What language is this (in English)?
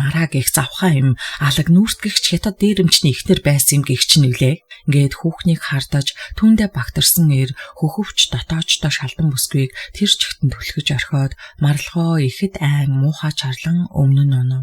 Mongolian